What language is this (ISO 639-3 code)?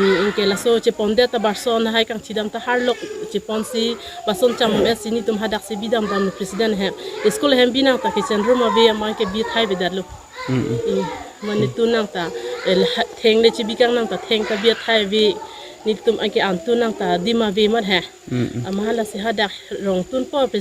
mjw